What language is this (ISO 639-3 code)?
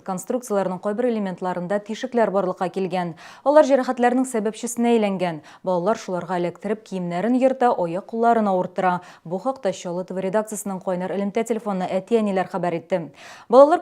tat